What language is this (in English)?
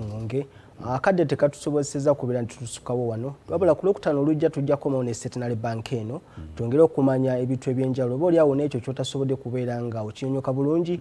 Ganda